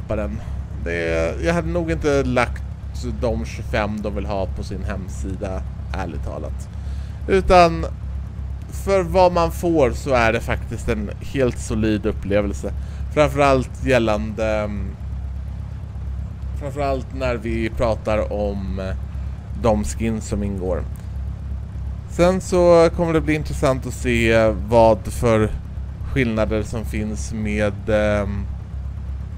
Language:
Swedish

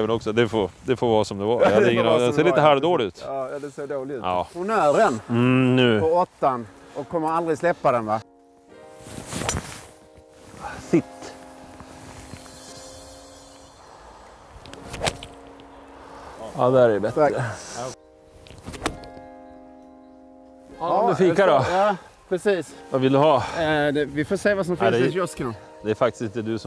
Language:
Swedish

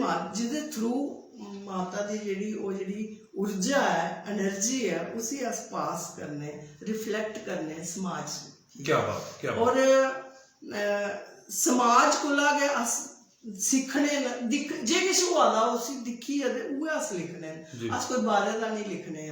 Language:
Dogri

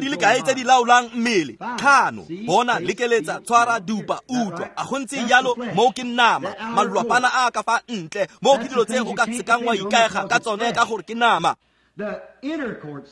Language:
Tswana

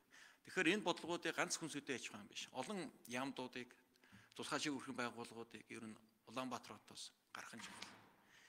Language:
Mongolian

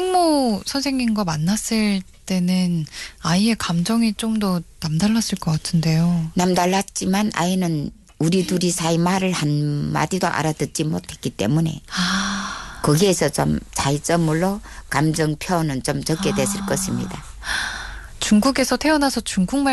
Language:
Korean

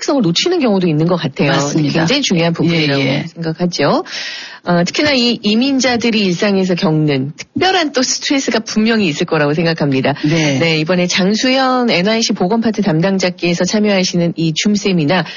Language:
Korean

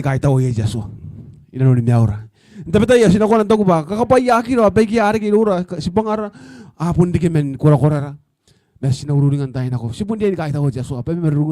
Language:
Gilbertese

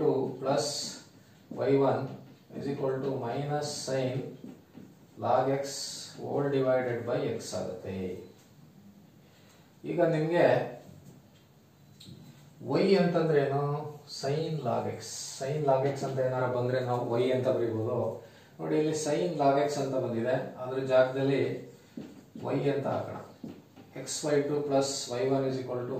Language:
Kannada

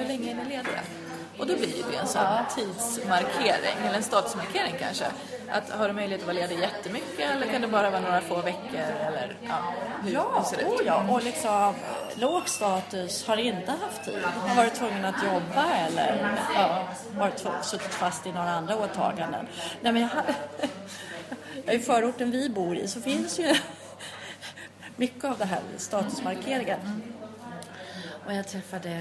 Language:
Swedish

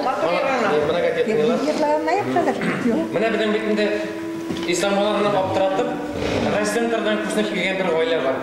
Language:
Bashkir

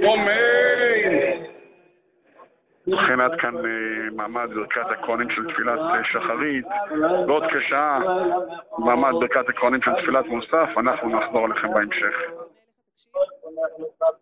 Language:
Hebrew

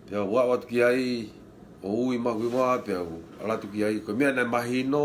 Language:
Tongan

